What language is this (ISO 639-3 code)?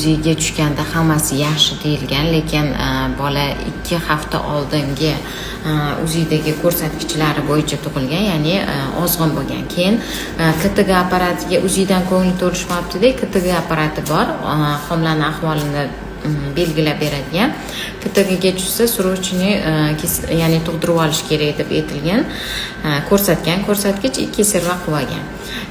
uzb